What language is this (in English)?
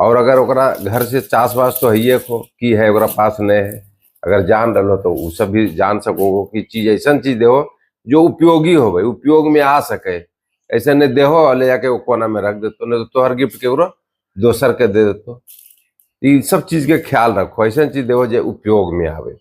Magahi